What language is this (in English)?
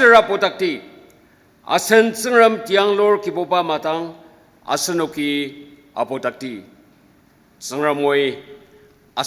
Ao Naga